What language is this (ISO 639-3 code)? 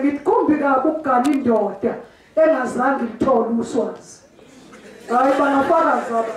zul